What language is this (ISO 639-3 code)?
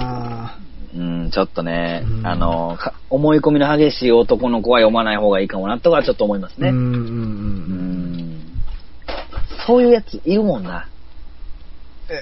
jpn